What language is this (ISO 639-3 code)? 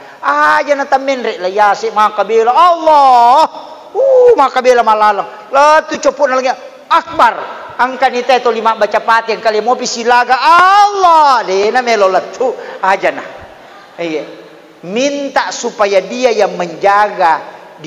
bug